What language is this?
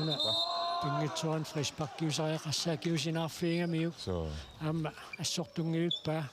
Kalaallisut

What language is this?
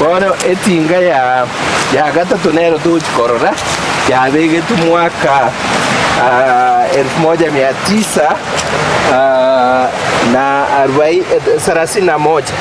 Gusii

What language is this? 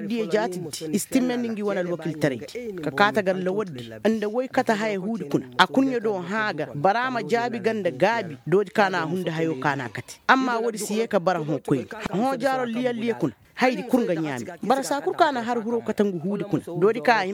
Koyraboro Senni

